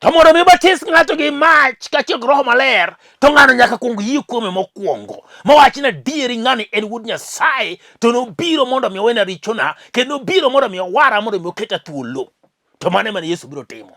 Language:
Luo (Kenya and Tanzania)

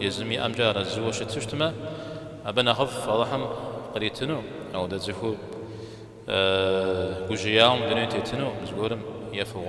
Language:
Kabardian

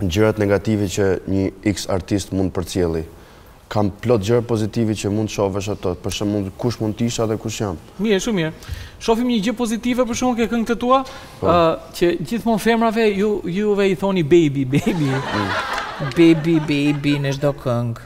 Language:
Albanian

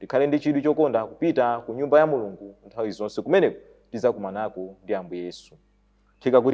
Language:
Nyanja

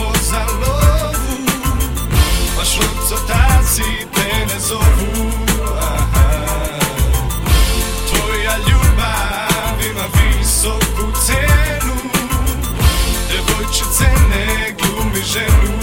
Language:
Serbian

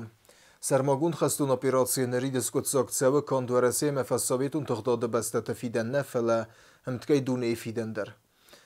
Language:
Ossetic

